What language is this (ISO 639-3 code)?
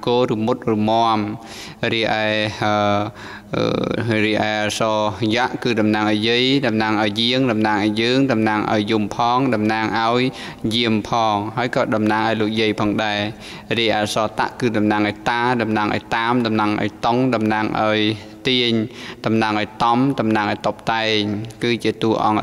khm